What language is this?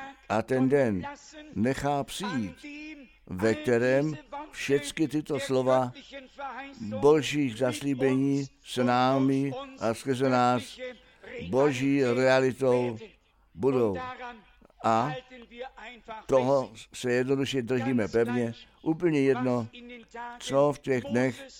Czech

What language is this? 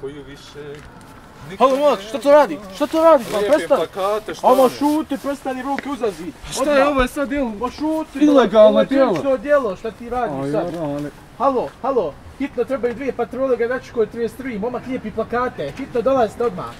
Bosnian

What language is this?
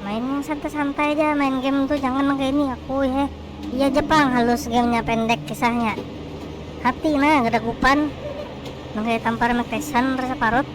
Banjar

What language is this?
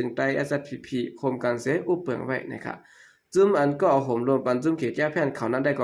Shan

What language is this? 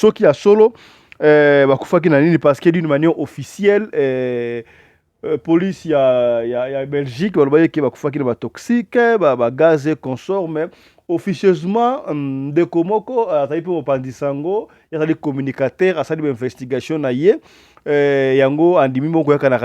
Lingala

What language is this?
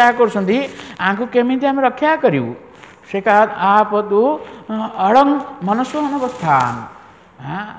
Odia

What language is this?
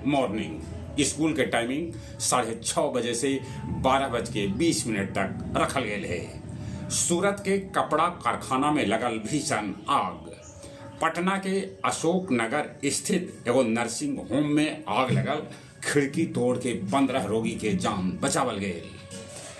Magahi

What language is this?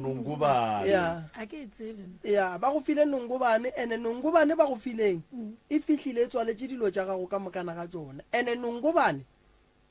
Northern Sotho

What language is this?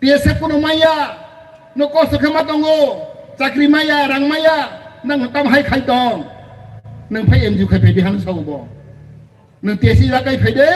Kok Borok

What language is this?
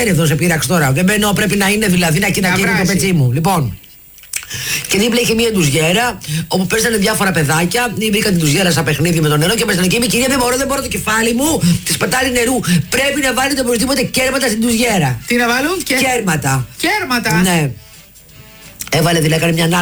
Greek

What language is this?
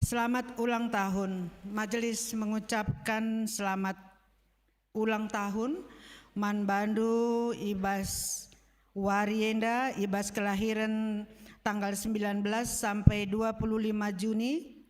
Batak Karo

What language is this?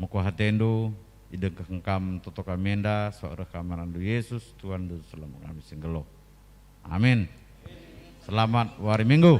Batak Karo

